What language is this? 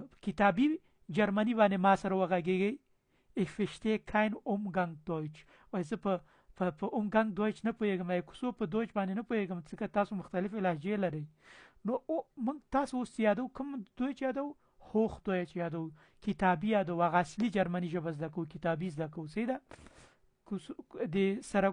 Pashto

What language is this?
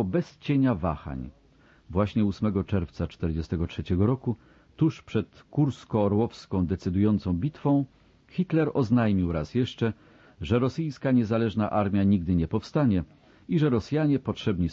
Polish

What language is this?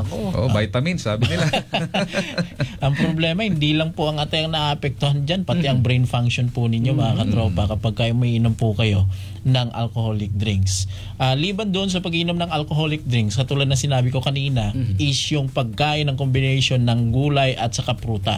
Filipino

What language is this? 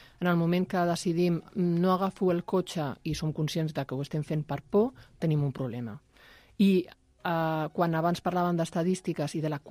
Catalan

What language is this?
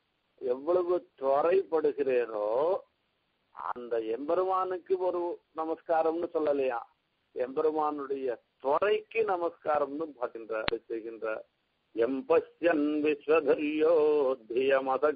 Tamil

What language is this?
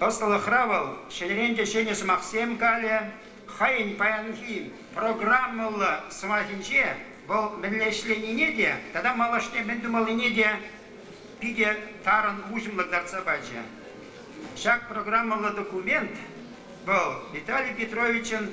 Chuvash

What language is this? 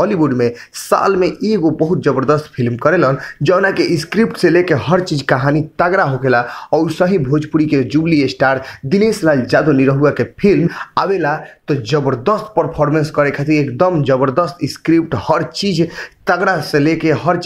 Bhojpuri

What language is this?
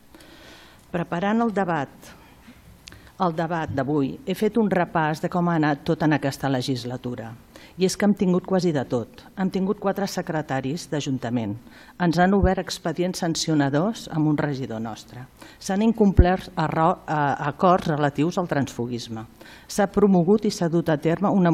Catalan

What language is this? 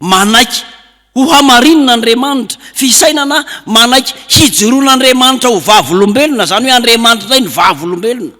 Malagasy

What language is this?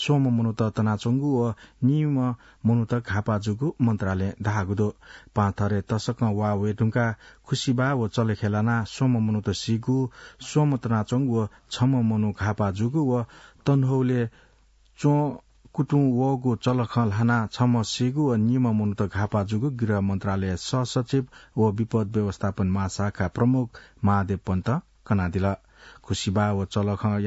Newari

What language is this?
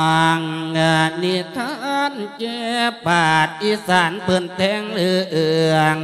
Lao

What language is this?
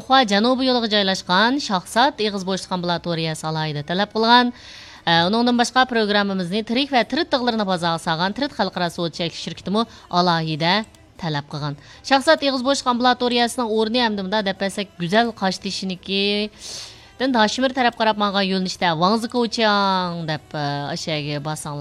Uyghur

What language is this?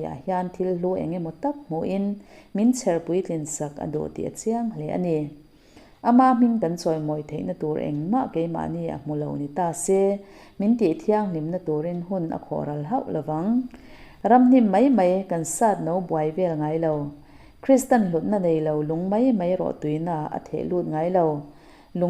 Mizo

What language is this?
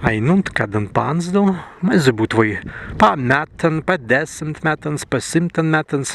Prussian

